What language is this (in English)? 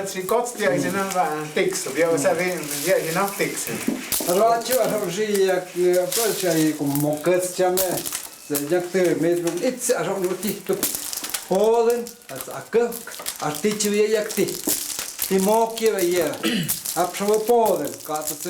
Totontepec Mixe